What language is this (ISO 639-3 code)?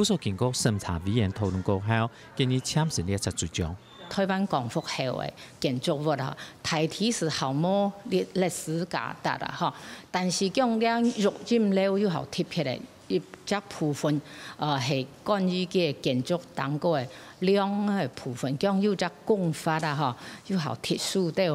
hak